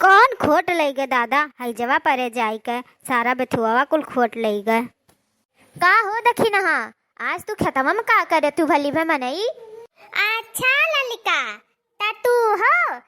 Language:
Awadhi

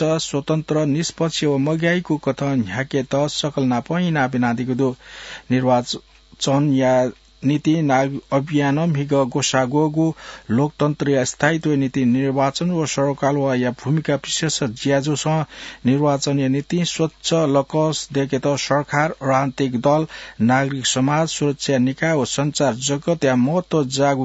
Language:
Newari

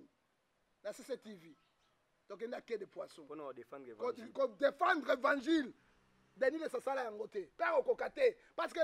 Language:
Lingala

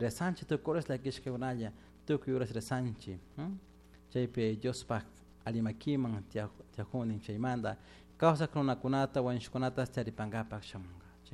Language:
Chimborazo Highland Quichua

